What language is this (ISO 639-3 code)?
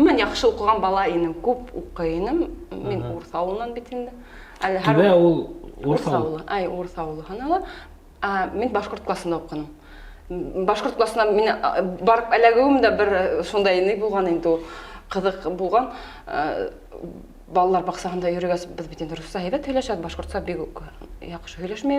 bak